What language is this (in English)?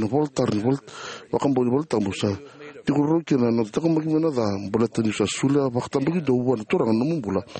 Fijian